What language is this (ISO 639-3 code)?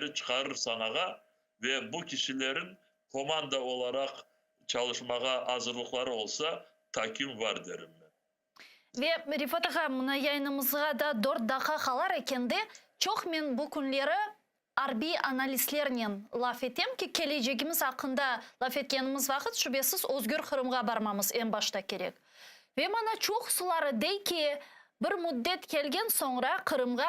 crh